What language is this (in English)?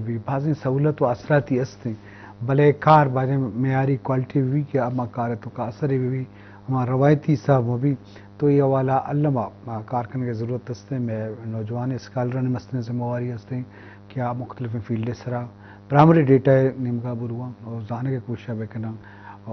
Eastern Balochi